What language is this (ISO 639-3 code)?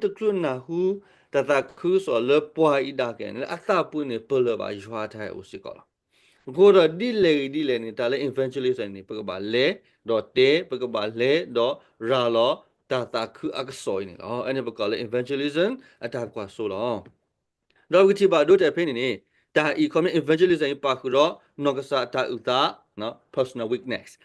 ksw